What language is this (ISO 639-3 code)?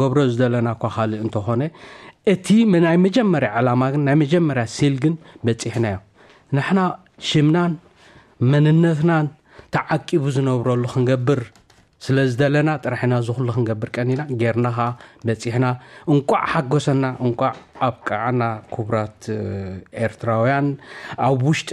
tir